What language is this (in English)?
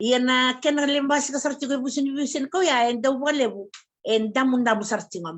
Fijian